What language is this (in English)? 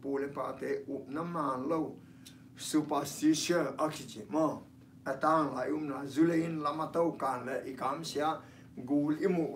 Tedim Chin